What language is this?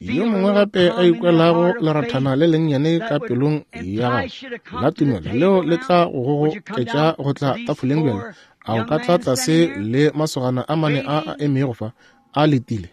Northern Sotho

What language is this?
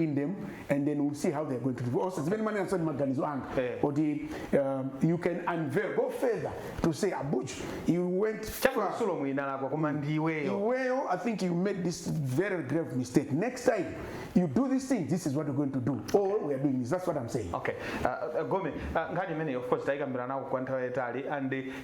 Nyanja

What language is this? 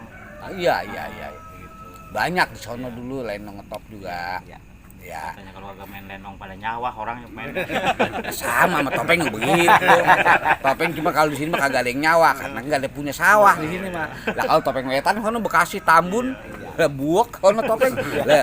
Betawi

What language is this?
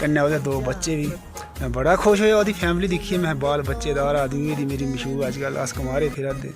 Dogri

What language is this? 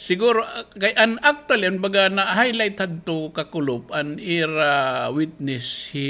Waray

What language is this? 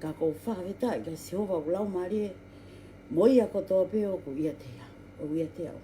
Tongan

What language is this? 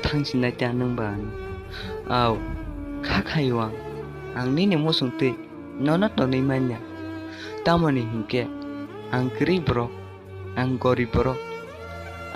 Kok Borok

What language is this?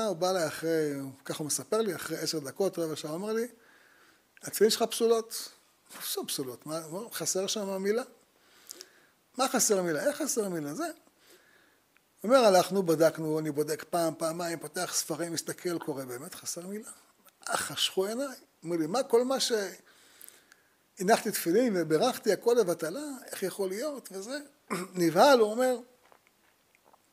Hebrew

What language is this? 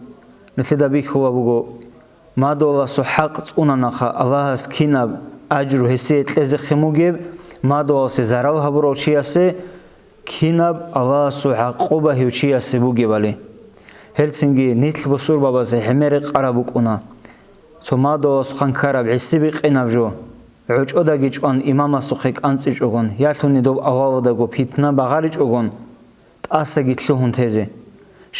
Avaric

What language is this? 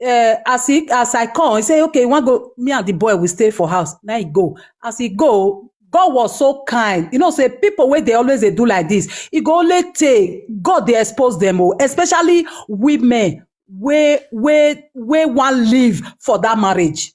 Nigerian Pidgin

